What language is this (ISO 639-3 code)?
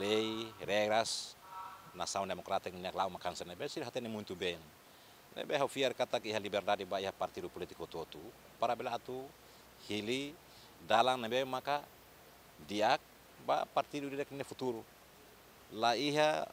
tet